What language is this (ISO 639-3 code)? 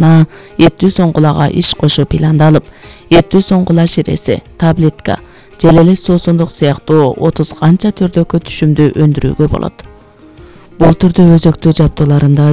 kir